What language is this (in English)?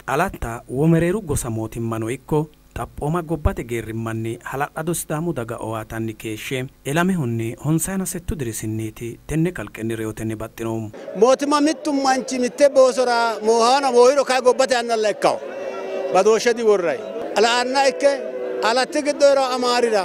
Sidamo